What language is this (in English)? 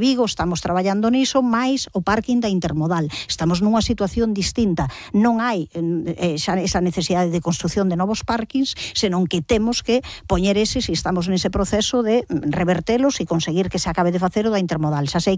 Galician